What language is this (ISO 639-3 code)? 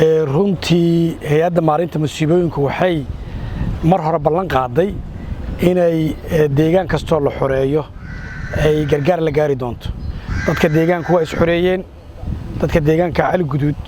som